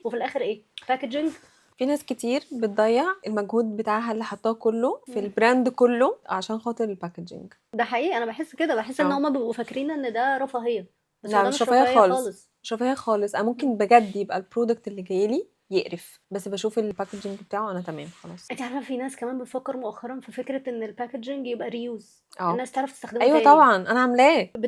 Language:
Egyptian Arabic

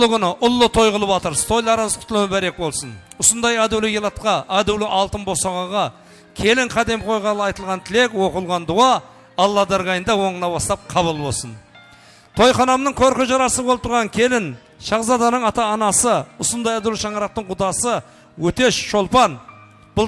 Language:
Kara-Kalpak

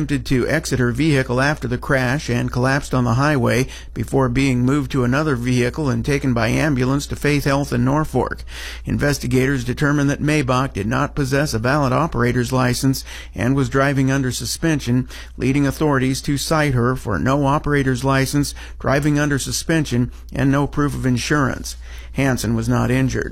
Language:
English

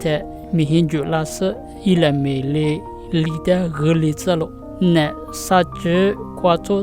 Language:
Lisu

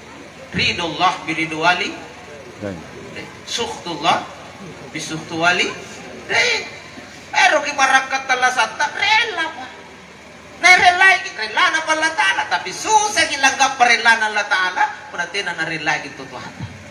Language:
Makasar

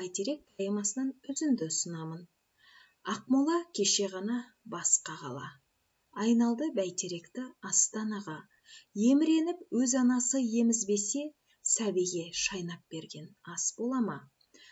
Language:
Kazakh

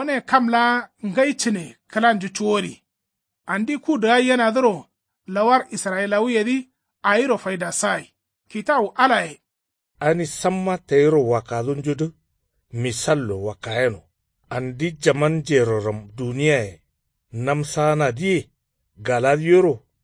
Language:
Kanuri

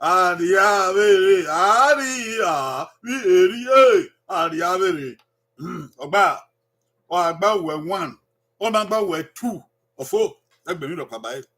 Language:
Bini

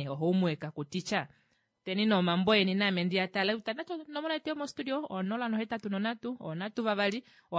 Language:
Kuanyama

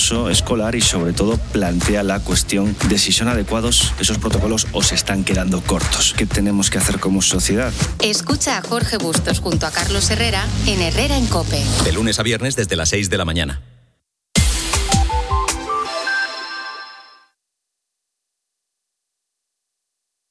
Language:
Spanish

